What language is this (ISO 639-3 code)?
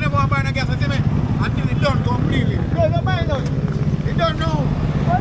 jam